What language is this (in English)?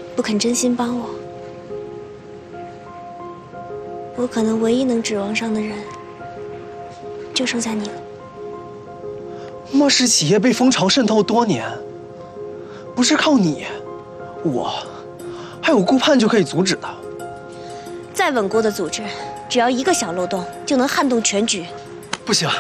Chinese